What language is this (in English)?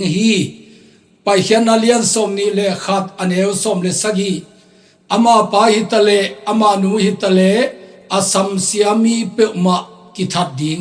Tedim Chin